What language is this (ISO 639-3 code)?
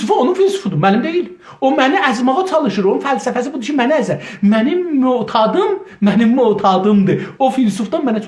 azb